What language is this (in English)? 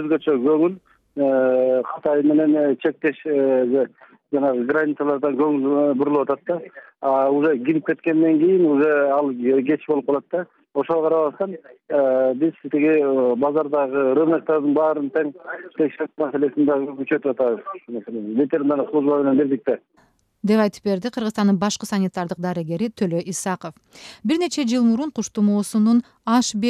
Kyrgyz